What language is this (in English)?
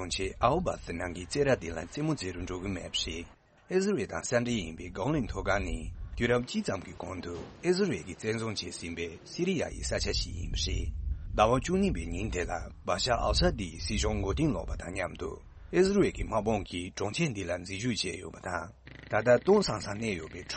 Tibetan